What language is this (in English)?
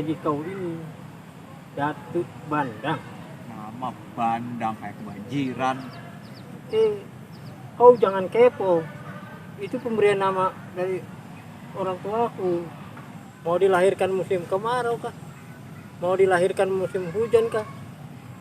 Betawi